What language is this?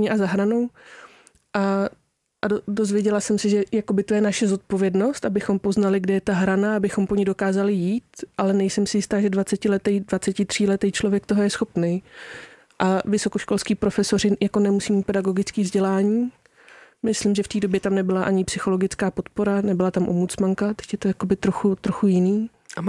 Czech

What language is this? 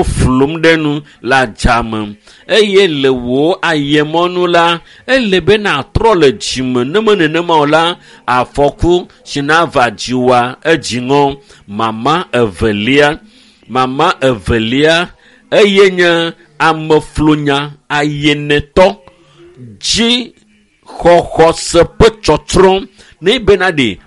Ewe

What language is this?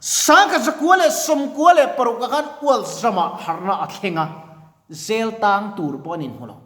Mizo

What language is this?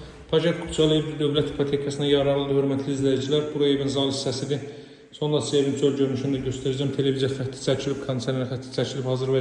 Azerbaijani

